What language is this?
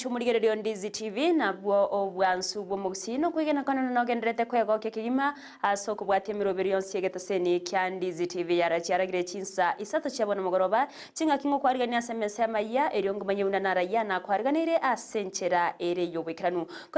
Gusii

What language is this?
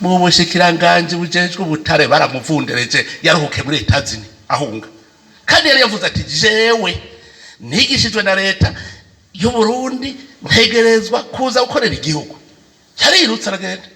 Rundi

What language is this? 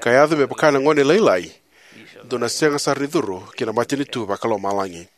Fijian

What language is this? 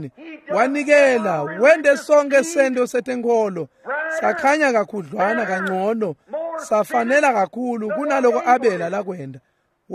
Swati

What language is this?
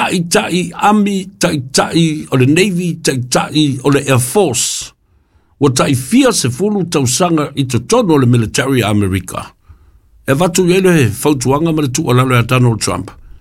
Samoan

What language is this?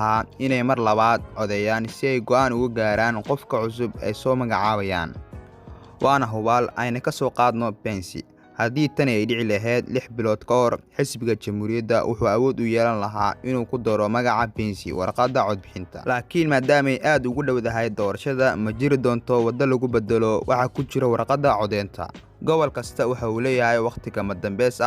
Somali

